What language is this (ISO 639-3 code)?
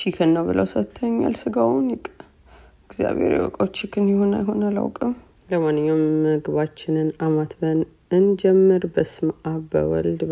amh